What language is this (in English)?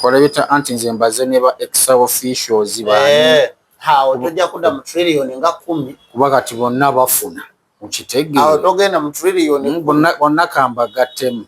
Ganda